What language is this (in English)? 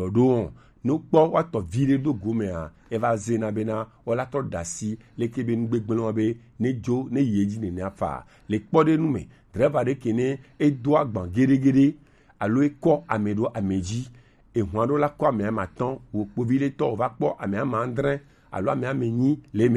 Gen